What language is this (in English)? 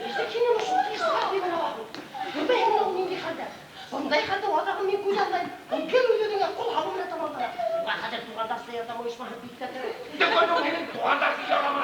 Bashkir